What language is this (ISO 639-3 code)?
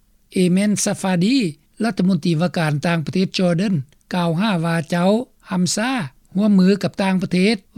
lao